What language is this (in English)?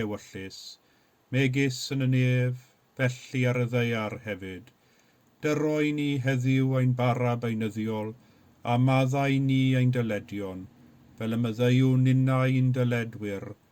Welsh